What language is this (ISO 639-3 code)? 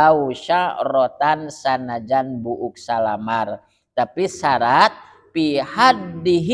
sun